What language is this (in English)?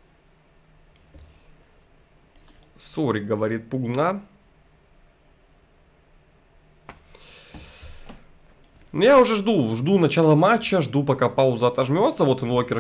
Russian